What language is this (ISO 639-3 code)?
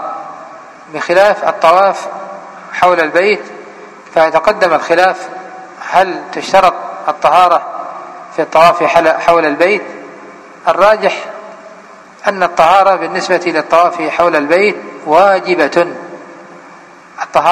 ara